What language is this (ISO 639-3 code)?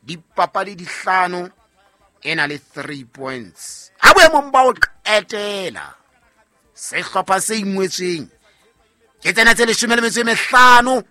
sot